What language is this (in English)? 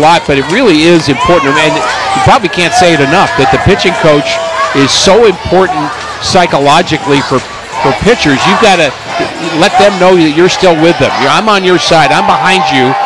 English